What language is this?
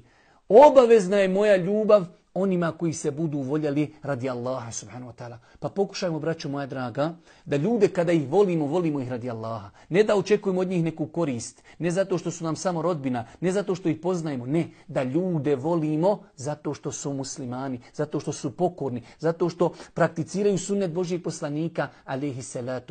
Bosnian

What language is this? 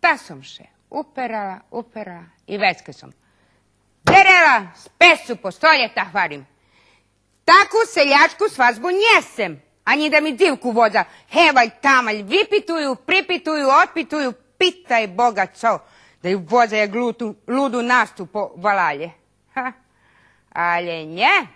Rusyn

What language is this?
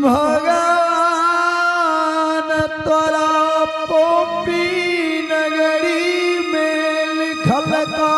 Angika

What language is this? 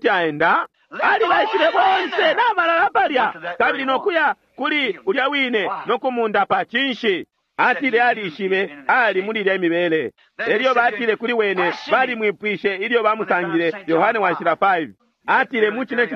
Bemba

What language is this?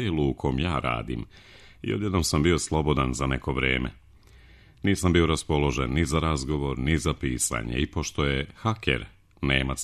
Serbian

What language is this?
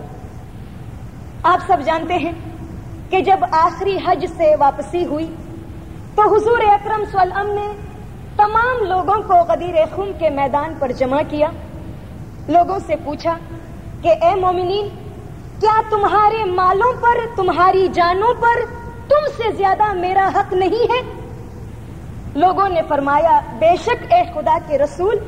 Urdu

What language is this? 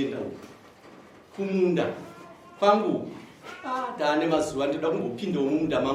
Shona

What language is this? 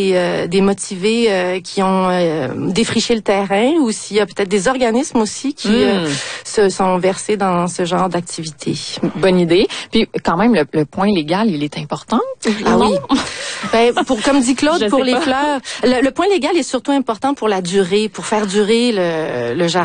French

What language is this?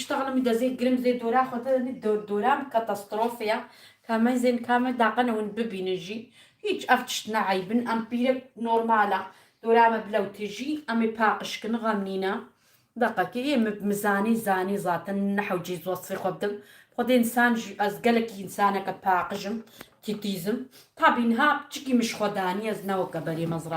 Kurdish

